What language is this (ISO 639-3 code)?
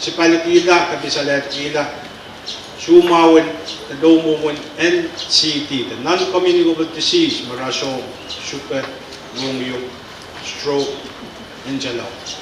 pon